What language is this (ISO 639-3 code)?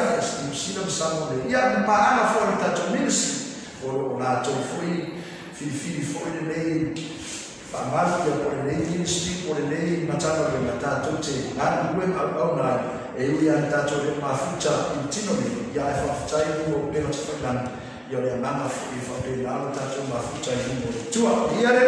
smo